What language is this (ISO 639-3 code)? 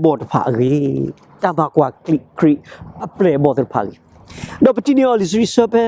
ksw